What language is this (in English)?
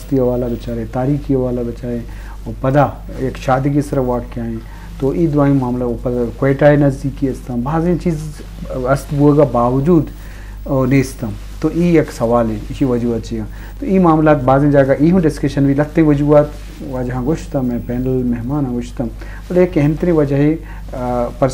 Eastern Balochi